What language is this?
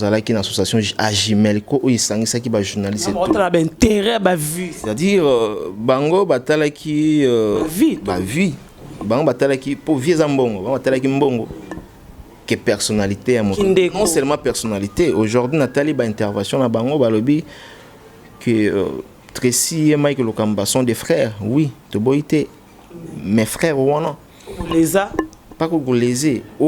Lingala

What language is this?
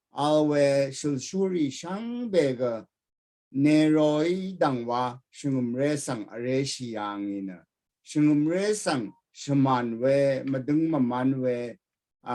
Rawang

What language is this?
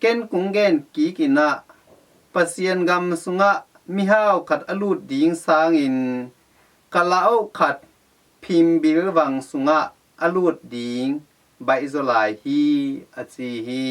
Tedim Chin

